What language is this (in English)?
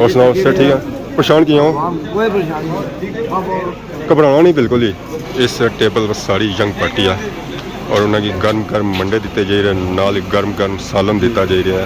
Pahari-Potwari